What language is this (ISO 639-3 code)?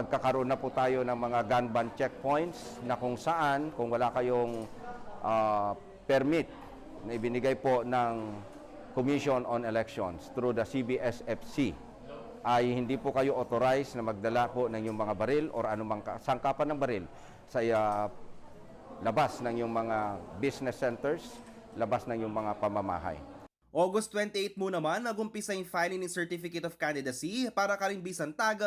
pam